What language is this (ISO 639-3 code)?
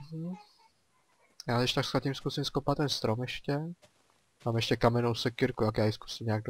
ces